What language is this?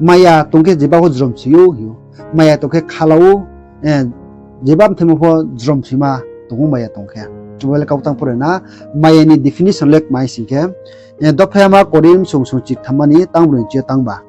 Riang (India)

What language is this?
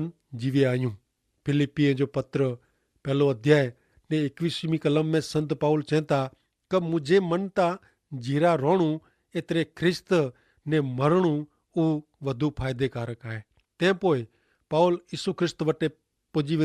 Kachhi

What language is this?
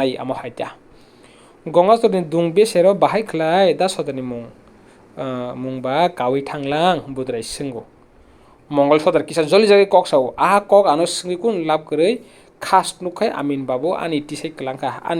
Kok Borok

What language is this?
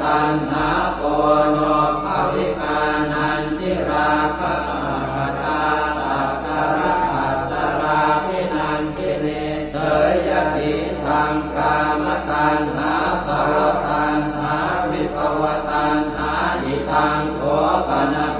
Pali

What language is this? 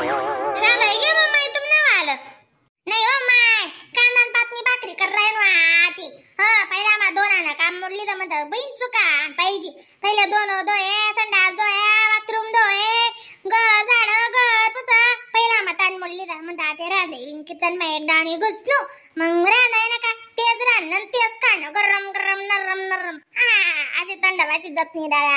Khandesi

